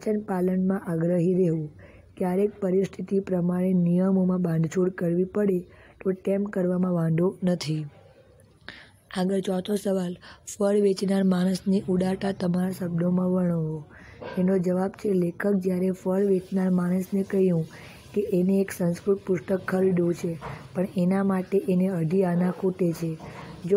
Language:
Gujarati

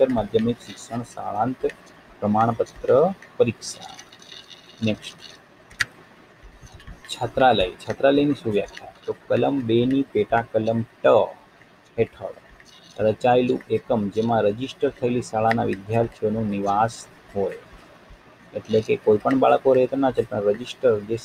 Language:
Gujarati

